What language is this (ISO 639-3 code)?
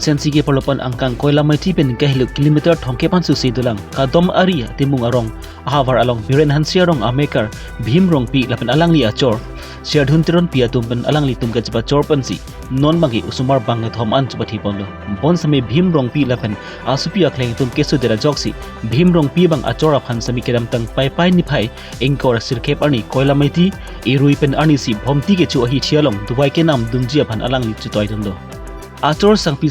mjw